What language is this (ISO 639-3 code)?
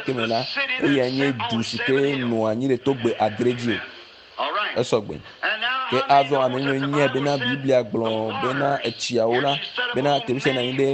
ewe